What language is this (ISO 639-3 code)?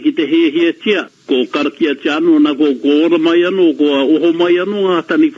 mri